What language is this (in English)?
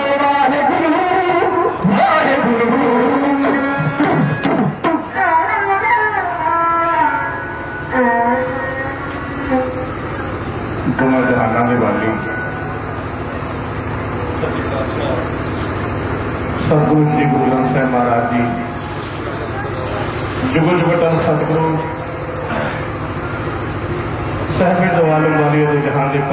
Punjabi